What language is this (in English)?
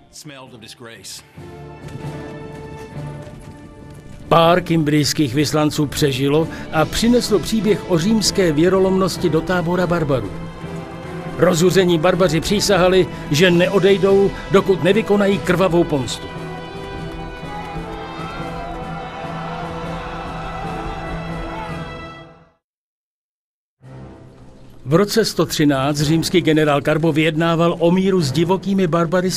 Czech